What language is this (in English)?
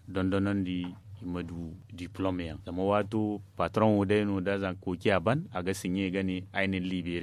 Zarma